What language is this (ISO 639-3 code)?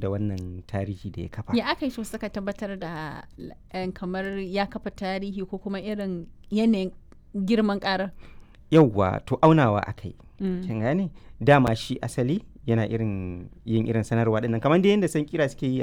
hau